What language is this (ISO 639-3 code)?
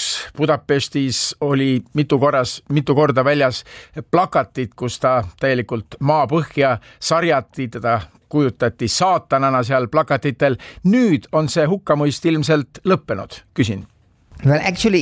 est